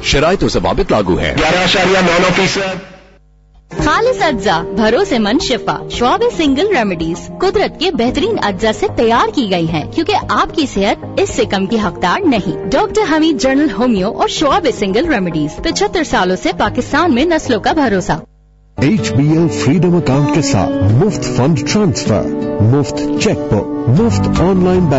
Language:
Urdu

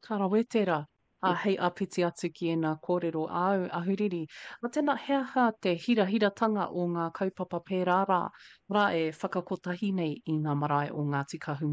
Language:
Māori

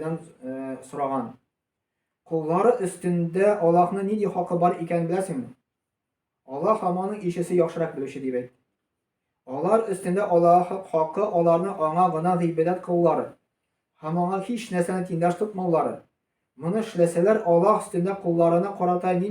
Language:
Tatar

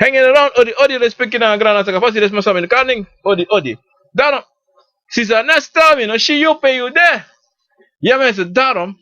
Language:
Sranan Tongo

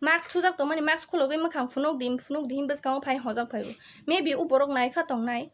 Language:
Kok Borok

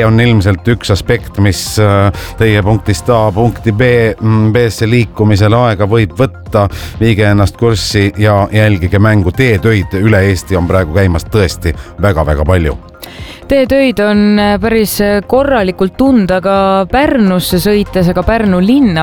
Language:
Estonian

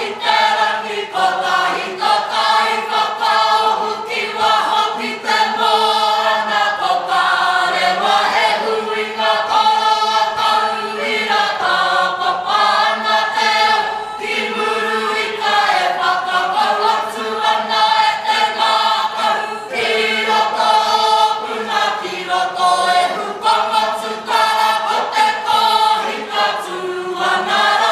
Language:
Māori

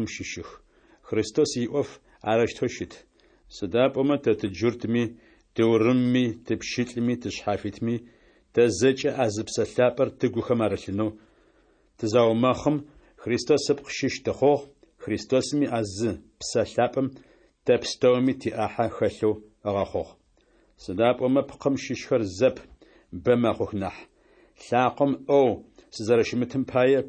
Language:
Adyghe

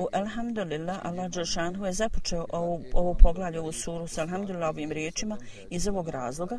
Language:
Bosnian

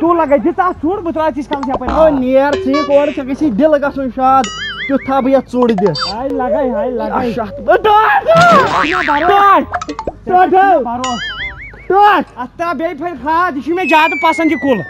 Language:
Kashmiri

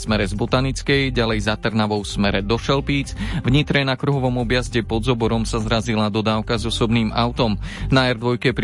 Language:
Slovak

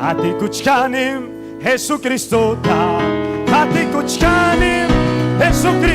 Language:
Ayacucho Quechua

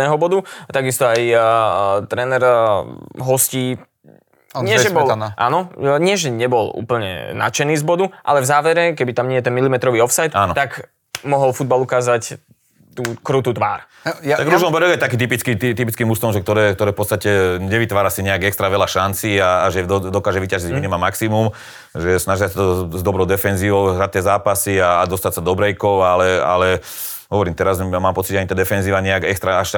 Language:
Slovak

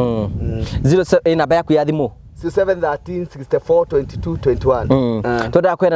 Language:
Kikuyu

